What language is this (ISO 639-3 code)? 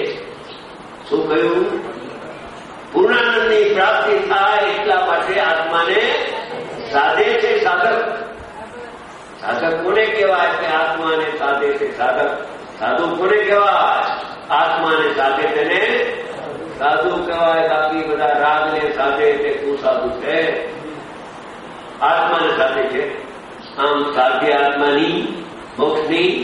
guj